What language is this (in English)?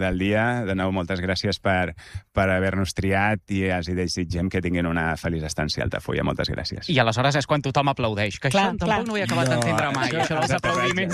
Catalan